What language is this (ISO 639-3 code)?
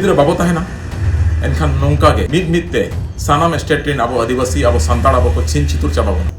sat